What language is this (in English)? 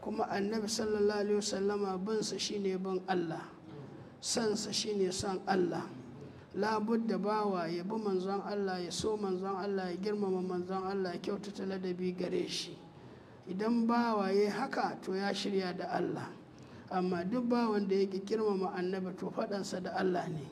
Hausa